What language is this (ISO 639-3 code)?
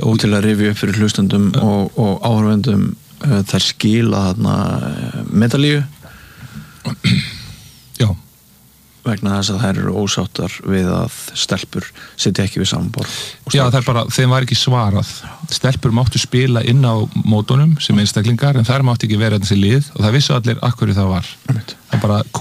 isl